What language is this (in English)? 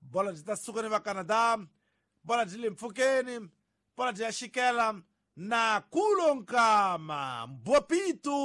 Tsonga